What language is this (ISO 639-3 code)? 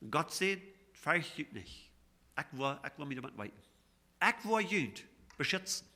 pdt